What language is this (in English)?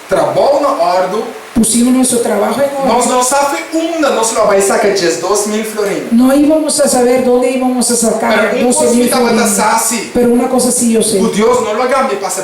Papiamento